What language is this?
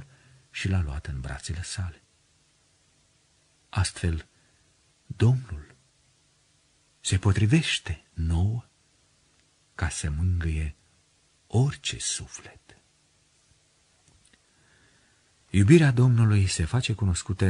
Romanian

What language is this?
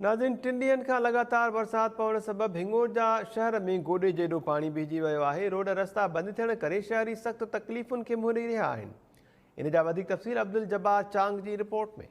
Sindhi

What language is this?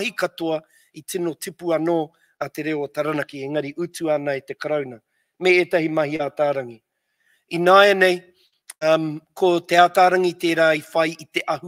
Māori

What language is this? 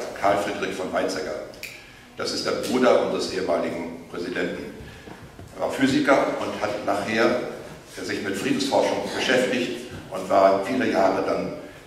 German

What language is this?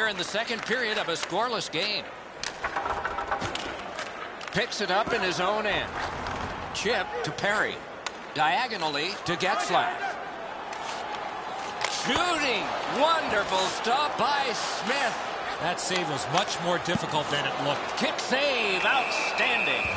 English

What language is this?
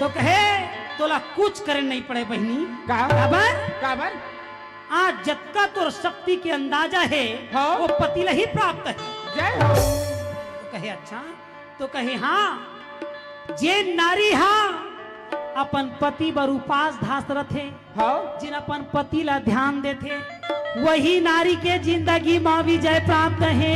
Chhattisgarhi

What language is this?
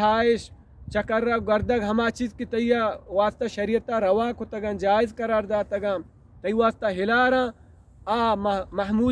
Baluchi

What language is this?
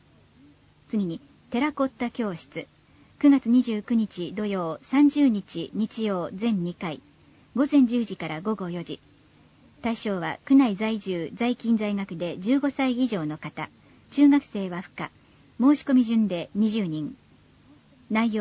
Japanese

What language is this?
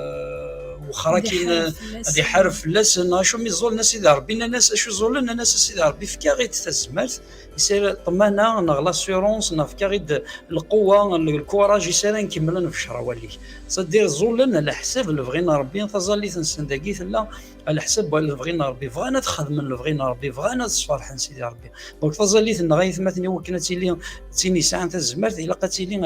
Kabyle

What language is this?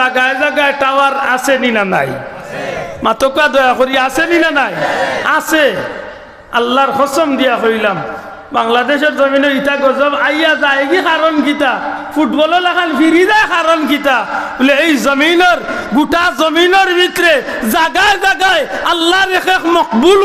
Sylheti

